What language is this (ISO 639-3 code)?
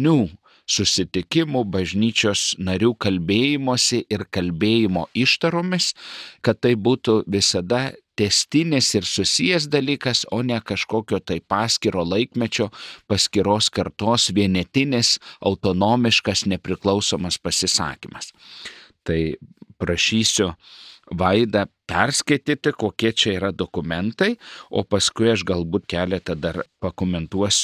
lit